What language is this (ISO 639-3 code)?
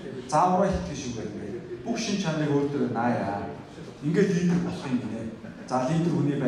mon